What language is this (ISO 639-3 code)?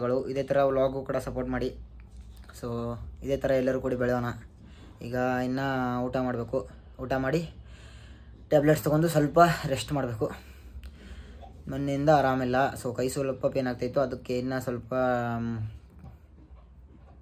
kan